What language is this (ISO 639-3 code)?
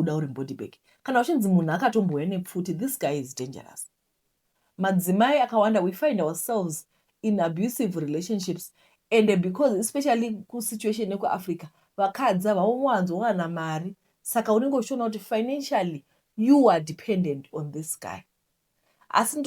sna